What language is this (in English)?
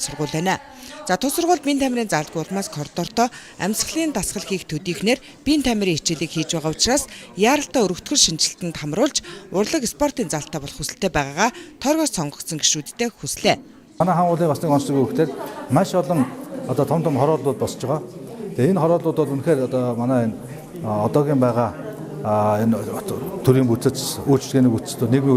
Mongolian